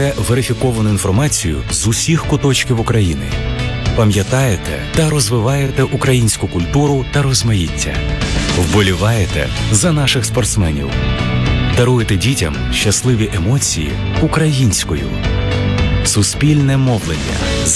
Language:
Ukrainian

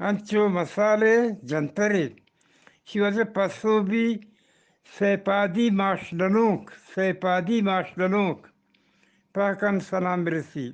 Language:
Eastern Balochi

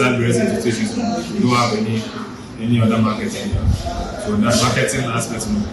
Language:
Akan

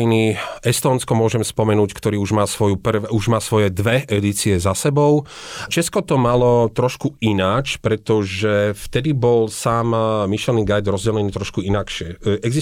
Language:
Slovak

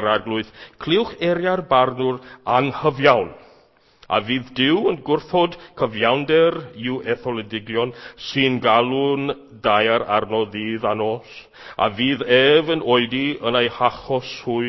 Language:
Welsh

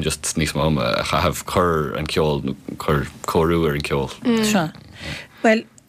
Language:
Irish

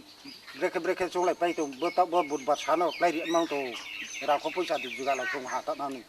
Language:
Riang (India)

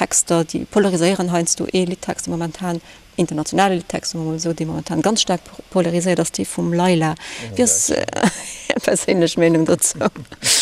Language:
Luxembourgish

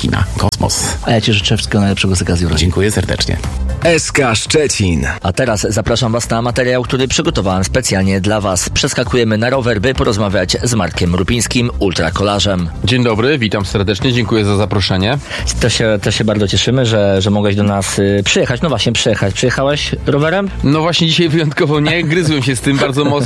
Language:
Polish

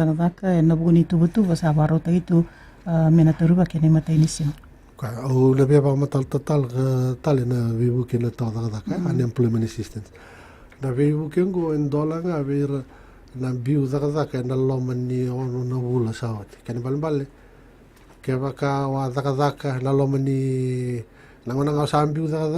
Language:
Fijian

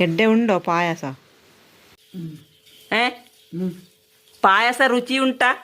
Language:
Tulu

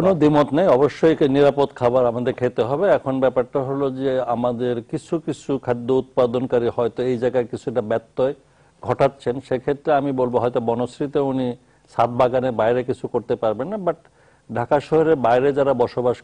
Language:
Bangla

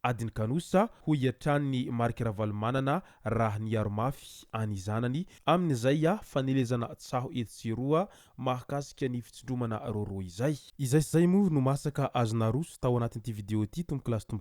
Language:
Malagasy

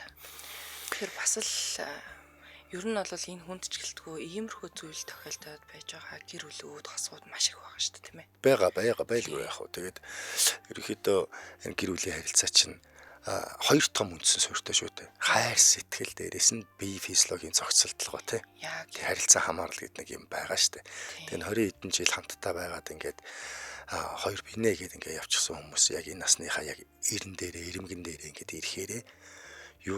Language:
Mongolian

